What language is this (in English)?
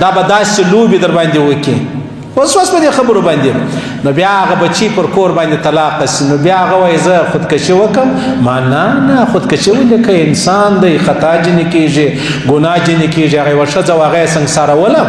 Pashto